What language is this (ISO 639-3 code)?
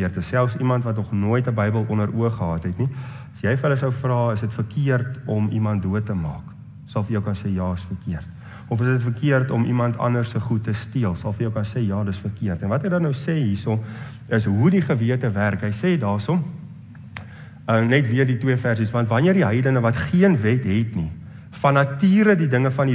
afr